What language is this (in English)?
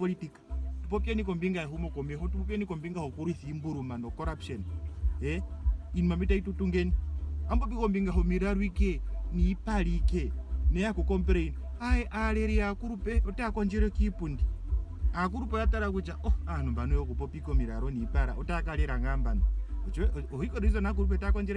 Ndonga